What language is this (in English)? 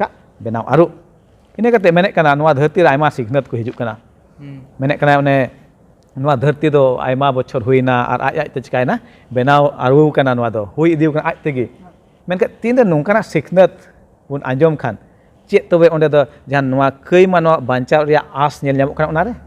Santali